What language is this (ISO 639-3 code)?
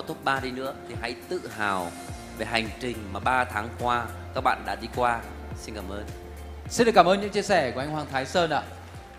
vie